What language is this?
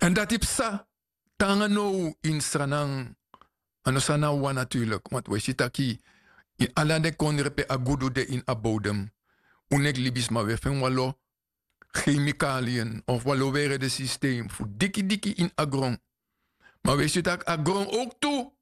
Sranan Tongo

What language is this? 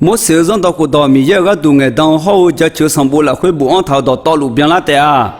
Akha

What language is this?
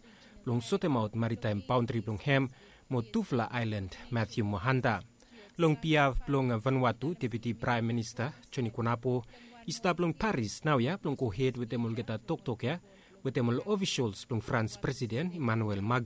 Bislama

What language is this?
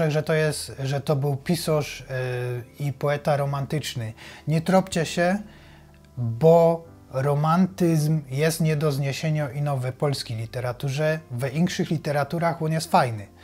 Silesian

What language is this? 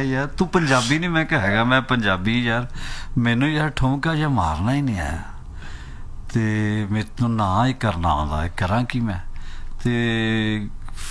Punjabi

